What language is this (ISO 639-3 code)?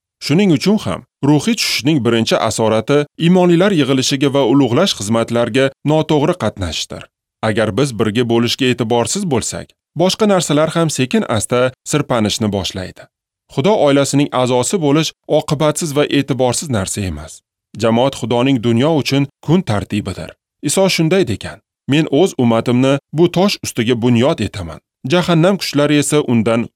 uzb